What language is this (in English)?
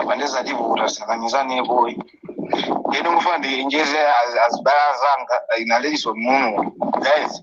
Nyanja